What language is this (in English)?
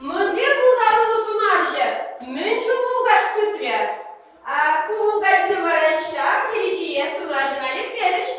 Chuvash